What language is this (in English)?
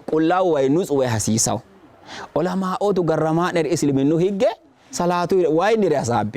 Sidamo